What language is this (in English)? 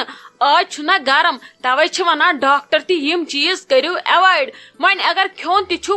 Kashmiri